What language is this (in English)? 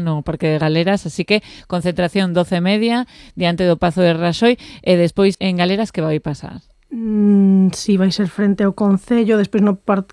Galician